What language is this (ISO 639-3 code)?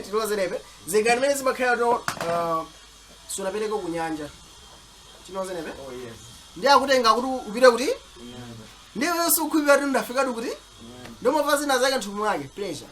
nya